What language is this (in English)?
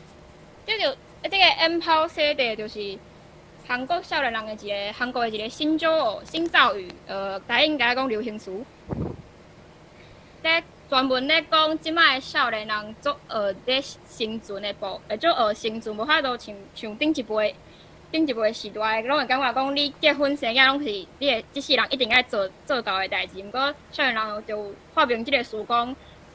Min Nan Chinese